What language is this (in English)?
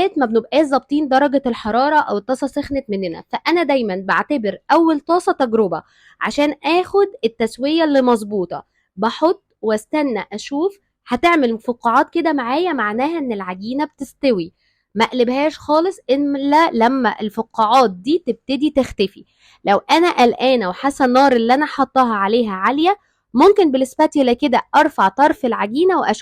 Egyptian Arabic